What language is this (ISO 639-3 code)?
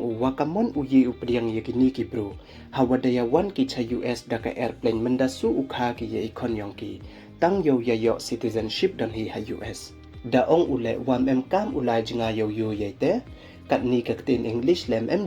pbv